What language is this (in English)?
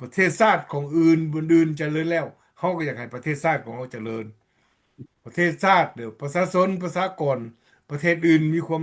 Lao